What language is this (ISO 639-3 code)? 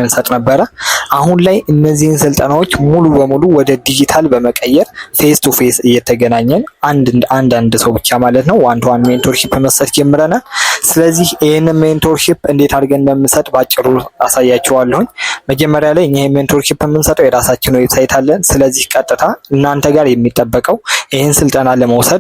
amh